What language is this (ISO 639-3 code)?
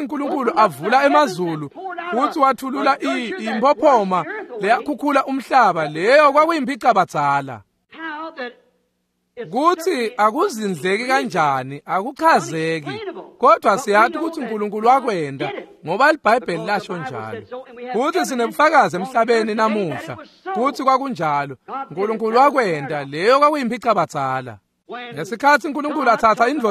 ssw